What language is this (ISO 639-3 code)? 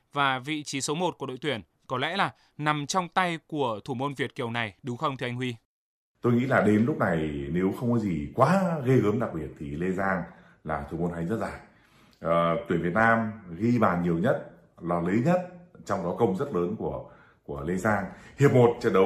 vie